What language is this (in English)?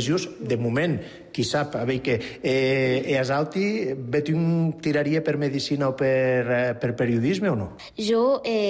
Catalan